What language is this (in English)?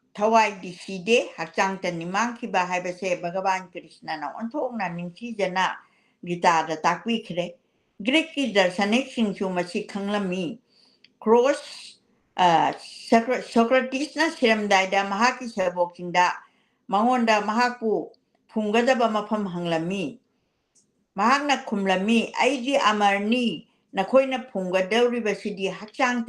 Manipuri